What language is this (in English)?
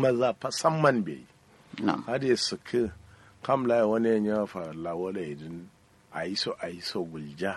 Kanuri